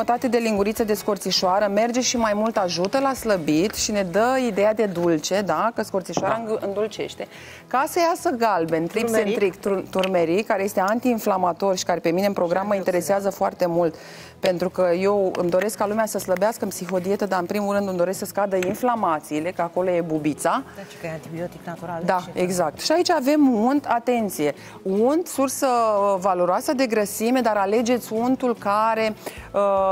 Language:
Romanian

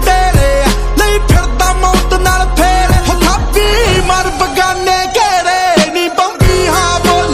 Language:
Punjabi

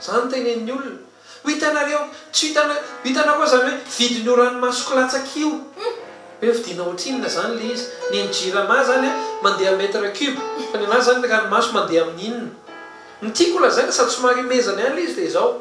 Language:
Malagasy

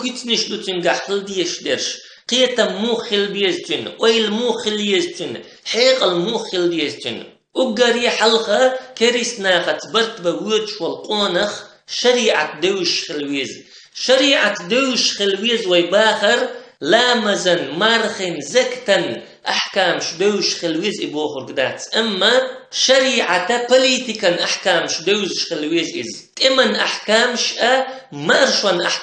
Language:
Chechen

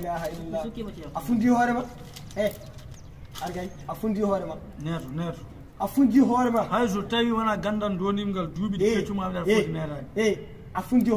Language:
Fula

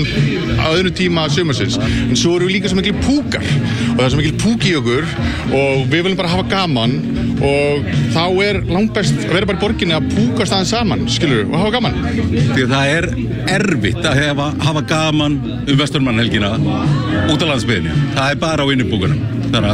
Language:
Icelandic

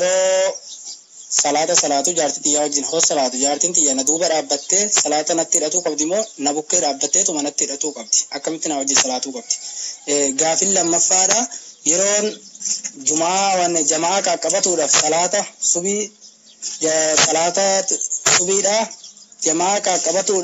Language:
Oromo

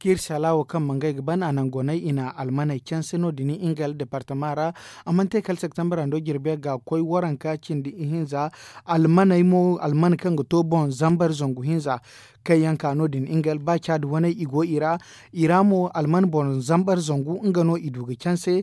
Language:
Zarma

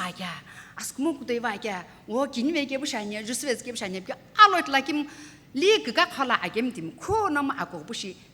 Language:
Sumi Naga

